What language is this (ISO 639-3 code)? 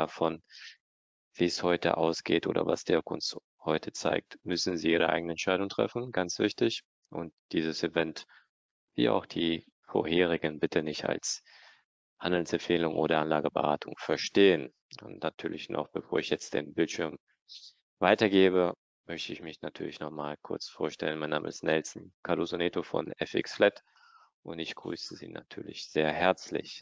deu